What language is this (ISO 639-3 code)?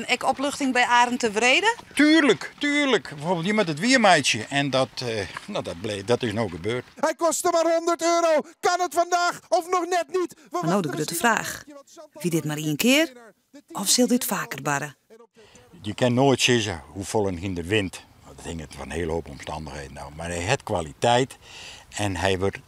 fry